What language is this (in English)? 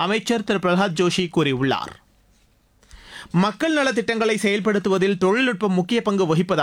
Tamil